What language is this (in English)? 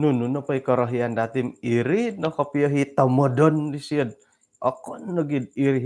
Central Dusun